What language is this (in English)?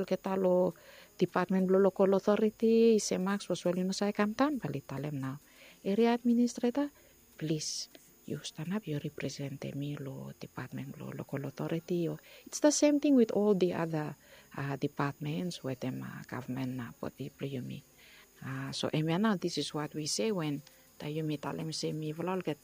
Bislama